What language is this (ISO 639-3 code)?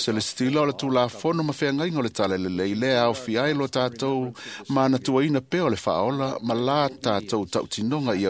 smo